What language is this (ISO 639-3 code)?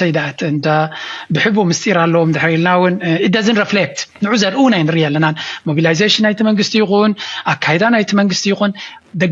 tir